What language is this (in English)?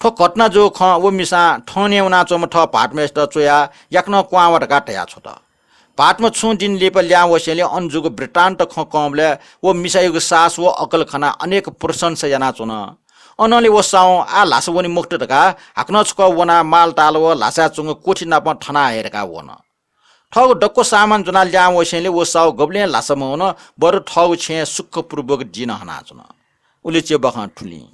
Newari